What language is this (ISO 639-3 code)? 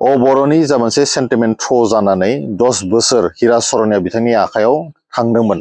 brx